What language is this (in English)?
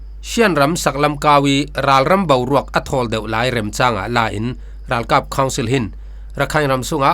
Falam Chin